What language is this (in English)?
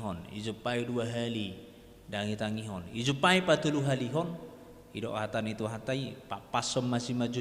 Batak Toba